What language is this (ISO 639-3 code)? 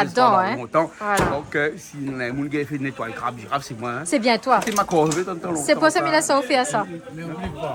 rcf